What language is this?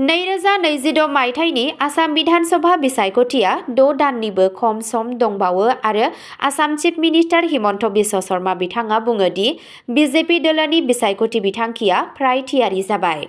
Bodo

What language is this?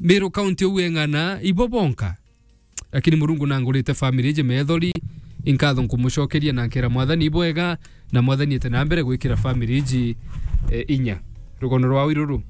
Meru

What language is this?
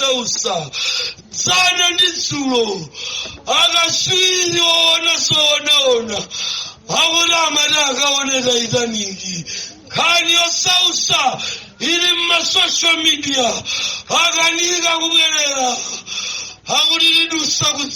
Nyanja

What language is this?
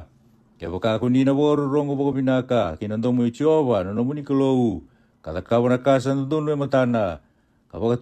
Fijian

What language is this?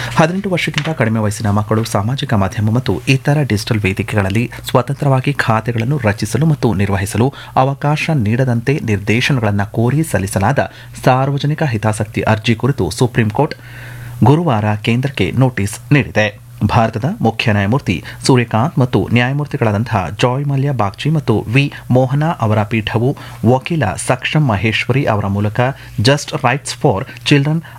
Kannada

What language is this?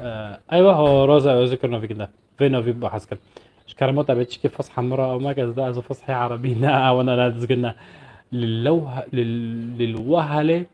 North Levantine Arabic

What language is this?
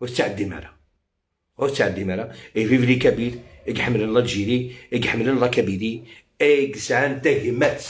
Algerian Arabic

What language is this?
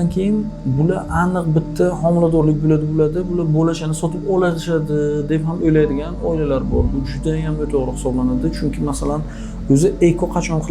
Uzbek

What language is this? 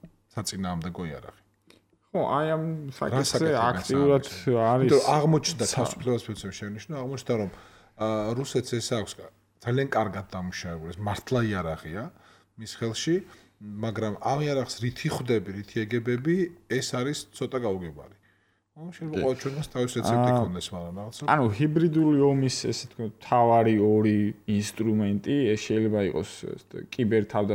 Georgian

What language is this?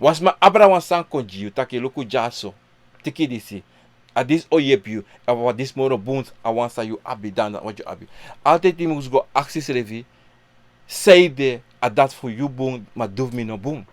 Sranan Tongo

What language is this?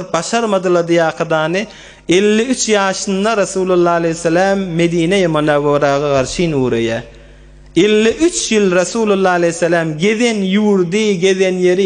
Turkmen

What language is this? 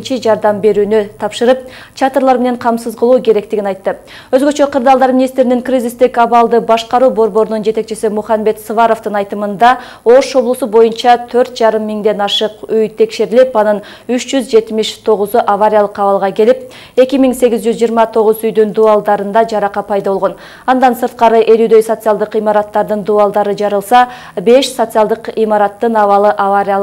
Kyrgyz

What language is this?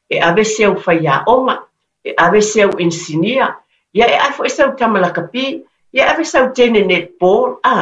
Samoan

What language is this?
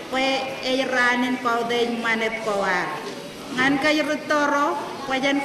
Marshallese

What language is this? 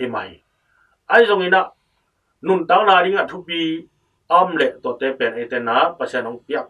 Tedim Chin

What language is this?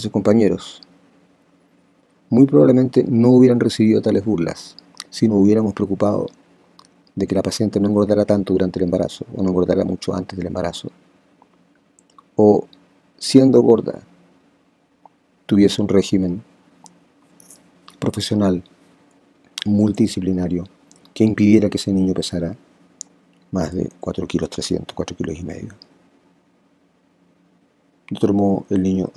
Spanish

